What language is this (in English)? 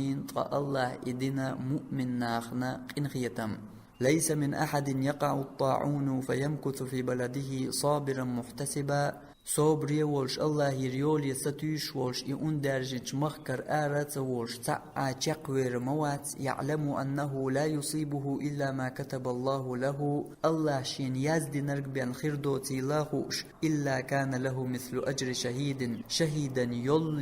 Chechen